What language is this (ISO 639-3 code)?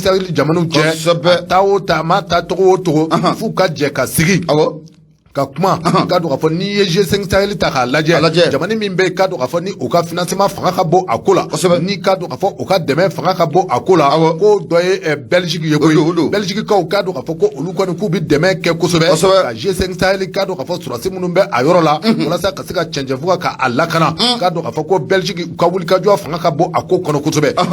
bam